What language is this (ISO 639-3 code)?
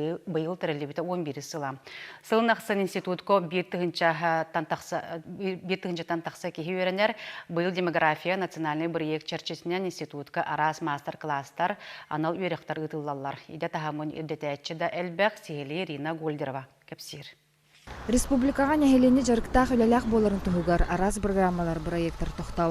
sah